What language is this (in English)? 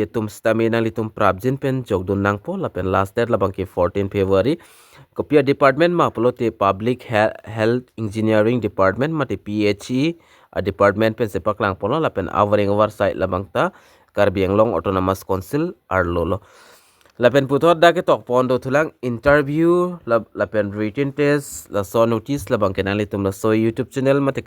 Karbi